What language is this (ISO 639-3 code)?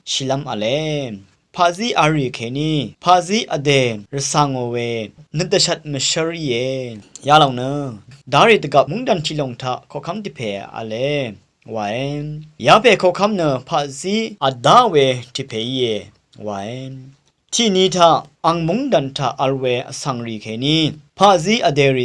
raw